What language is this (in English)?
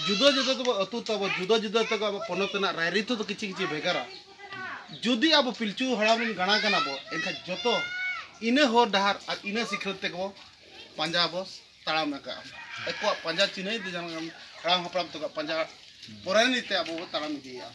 Santali